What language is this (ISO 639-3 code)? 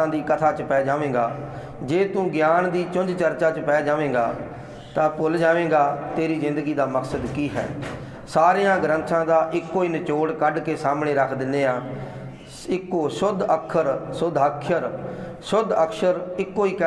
pan